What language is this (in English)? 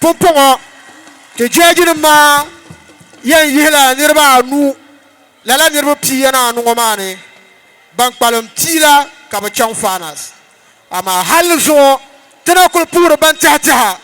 Dagbani